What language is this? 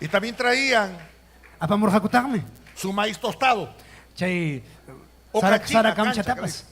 Ayacucho Quechua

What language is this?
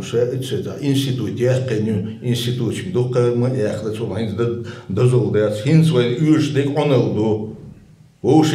Chechen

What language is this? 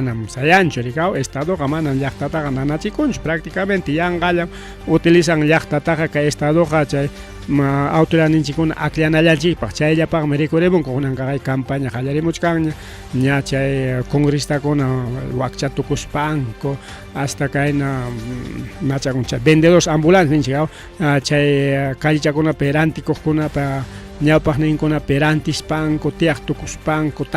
Ayacucho Quechua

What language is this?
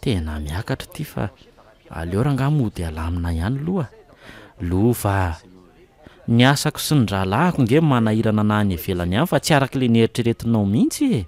Malagasy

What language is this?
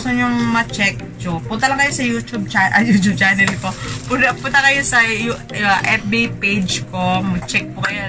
Filipino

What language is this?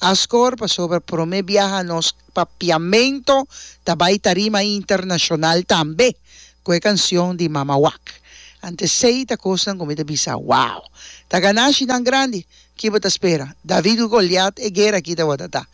Papiamento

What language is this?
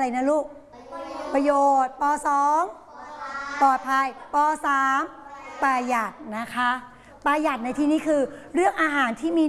Thai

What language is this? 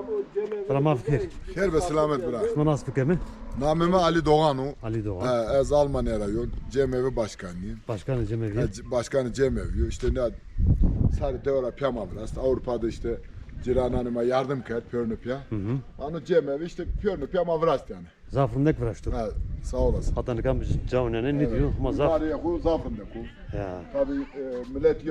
Zaza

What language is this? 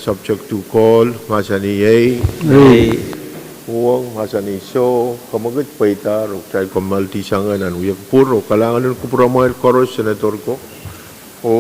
Pohnpeian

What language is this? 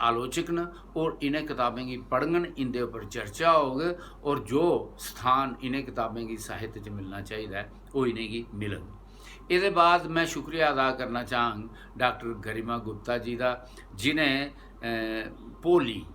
Dogri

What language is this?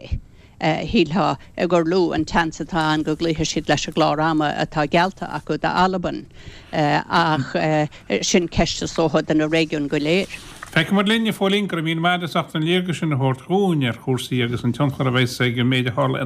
Irish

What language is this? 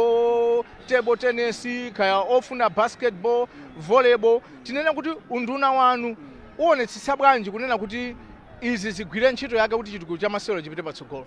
Nyanja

